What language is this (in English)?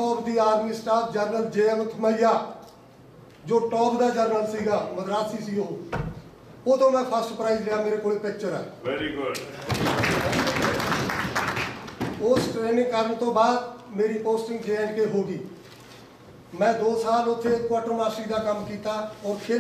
Punjabi